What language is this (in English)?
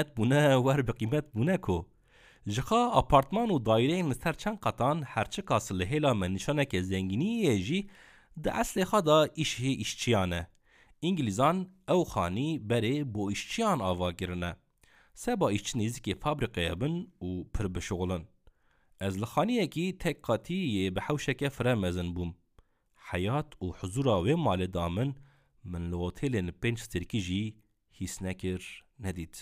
Kurdish